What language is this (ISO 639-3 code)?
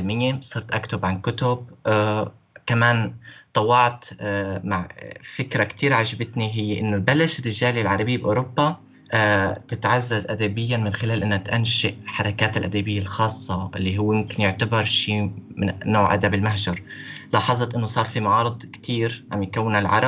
apc